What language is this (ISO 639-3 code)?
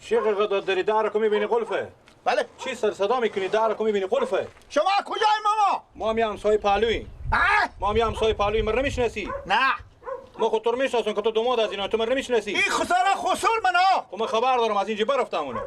fas